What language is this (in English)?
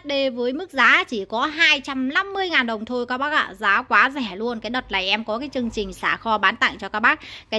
Vietnamese